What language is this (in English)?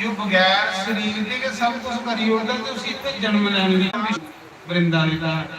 Dogri